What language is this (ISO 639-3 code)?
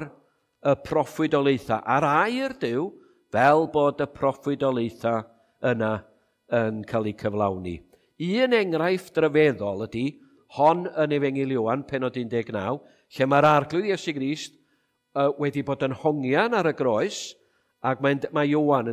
cym